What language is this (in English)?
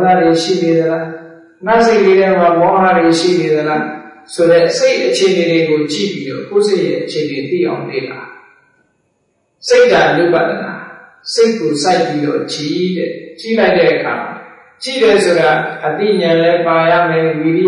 Burmese